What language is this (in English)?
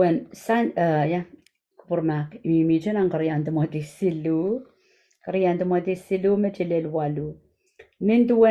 Pohnpeian